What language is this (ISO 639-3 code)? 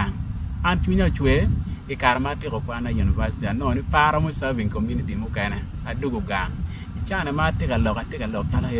ach